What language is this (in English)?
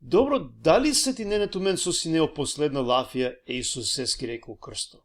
Balkan Romani